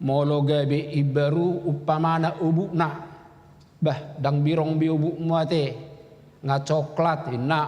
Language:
Batak Toba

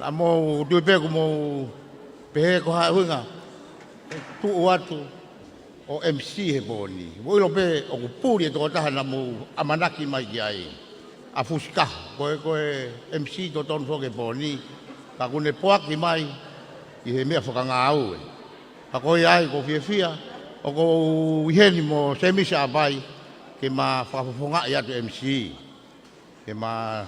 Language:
Tongan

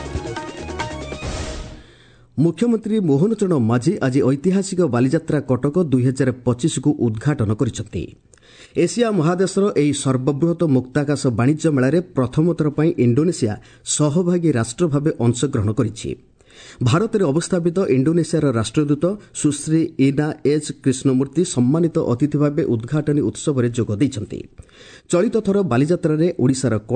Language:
Odia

